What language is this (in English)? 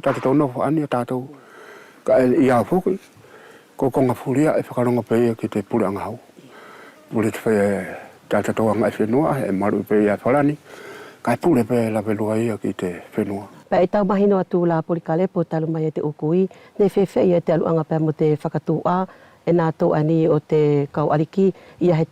Wallisian